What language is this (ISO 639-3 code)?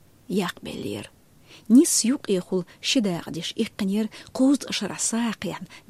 che